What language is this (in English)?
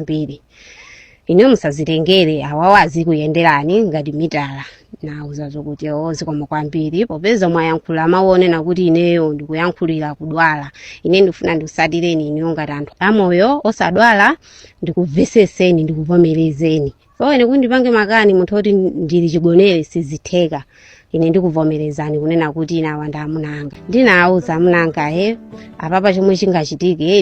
Nyanja